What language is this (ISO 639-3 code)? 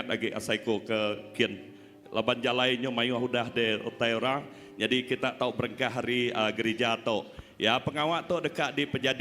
iba